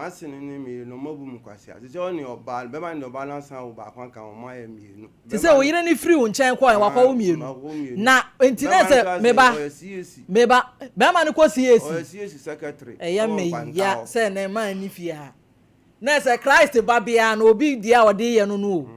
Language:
Akan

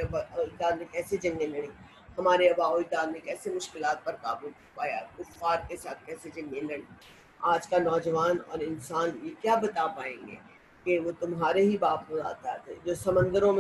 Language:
Urdu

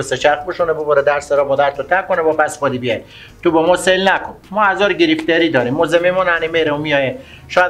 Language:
Persian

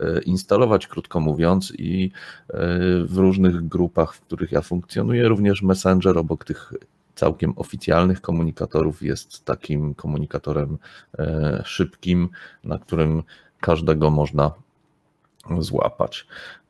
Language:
Polish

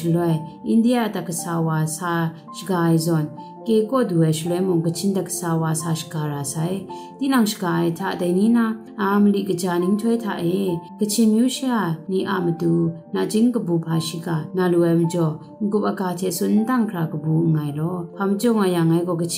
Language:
Kachin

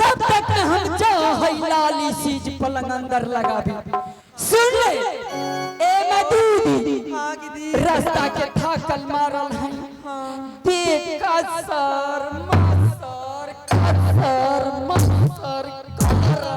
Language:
Angika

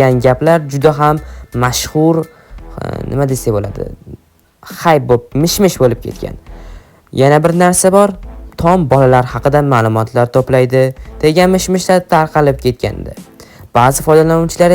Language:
Uzbek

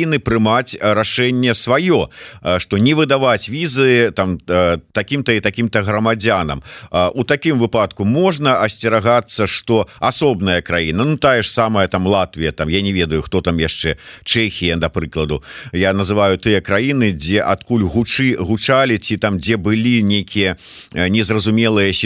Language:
Belarusian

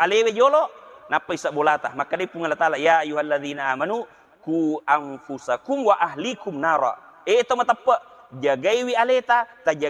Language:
Buginese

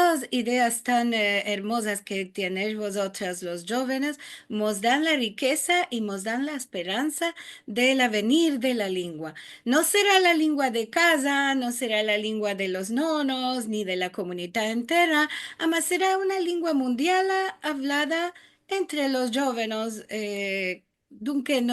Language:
Ladino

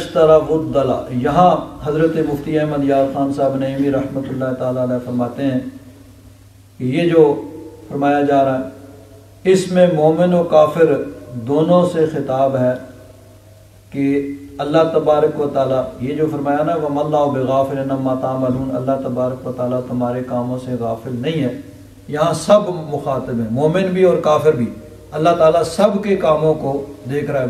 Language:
Urdu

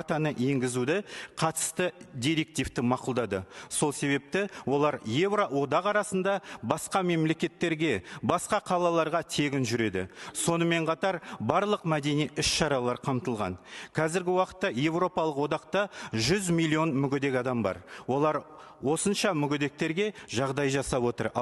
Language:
Kazakh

